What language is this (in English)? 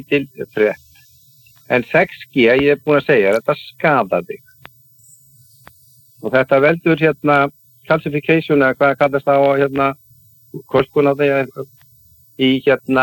Icelandic